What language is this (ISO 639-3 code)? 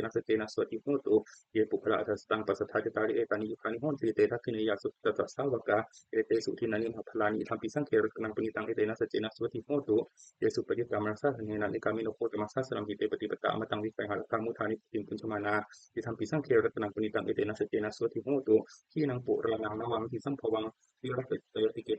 pli